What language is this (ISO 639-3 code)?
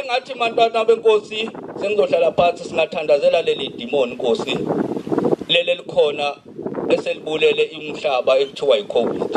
zul